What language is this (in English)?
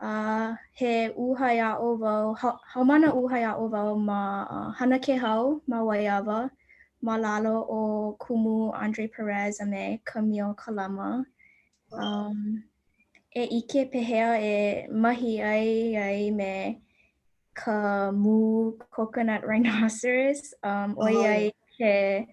Hawaiian